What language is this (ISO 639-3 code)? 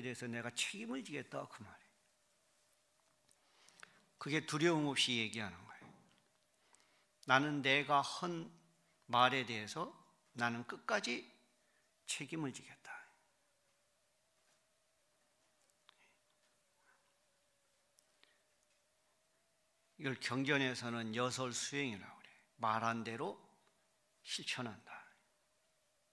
kor